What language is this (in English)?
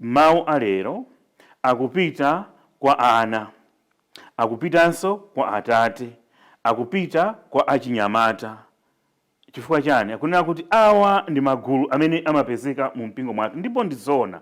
Nyanja